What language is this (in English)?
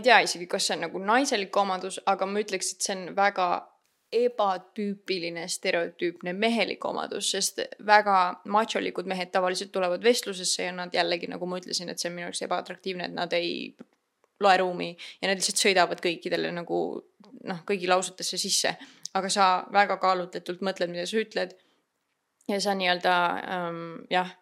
Estonian